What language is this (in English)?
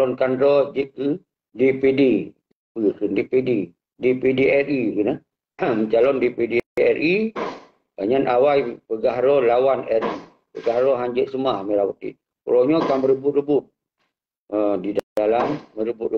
Achinese